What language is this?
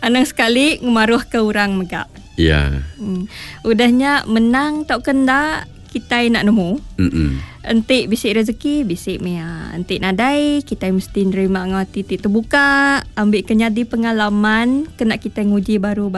Iban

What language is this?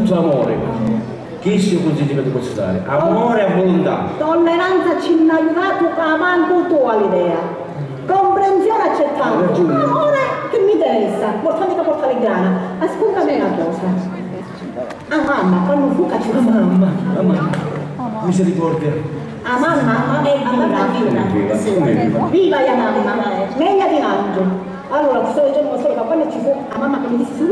Sicilian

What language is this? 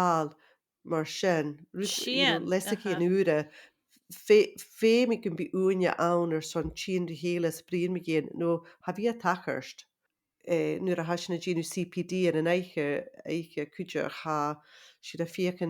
Scottish Gaelic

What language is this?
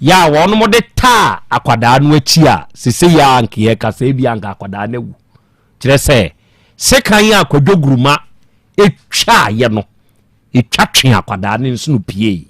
Akan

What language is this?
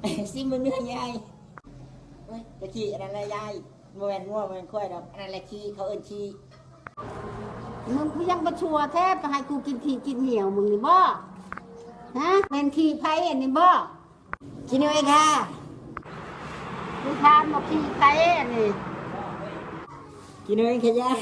Lao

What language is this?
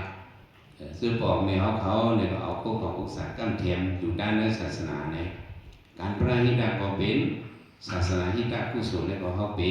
Shan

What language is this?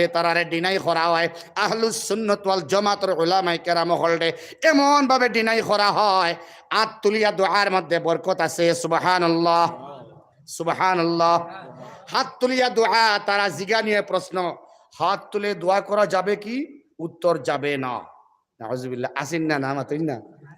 Sylheti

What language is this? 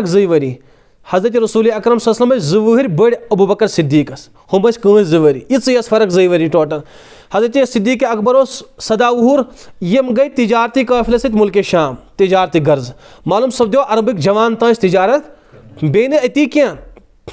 Kashmiri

